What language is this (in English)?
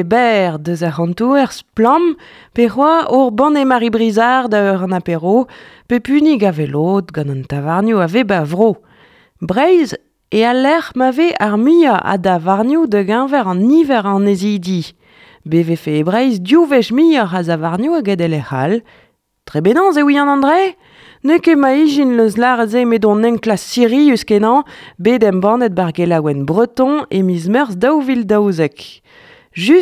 Breton